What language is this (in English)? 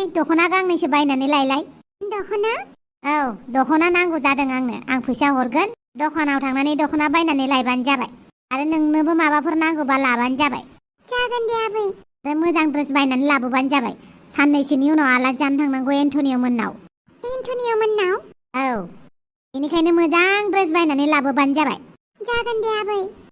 Bodo